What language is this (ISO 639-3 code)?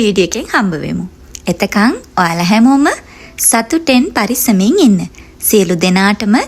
sin